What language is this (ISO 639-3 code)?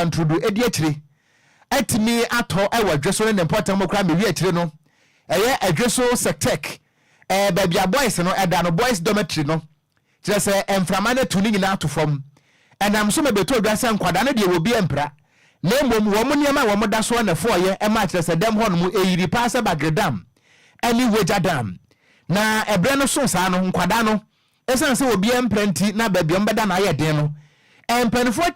aka